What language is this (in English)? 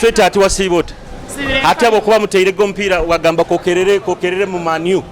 Nyoro